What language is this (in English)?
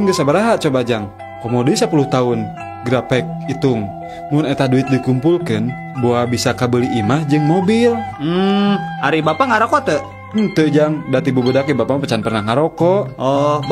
Sundanese